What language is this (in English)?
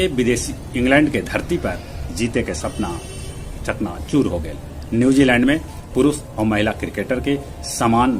Magahi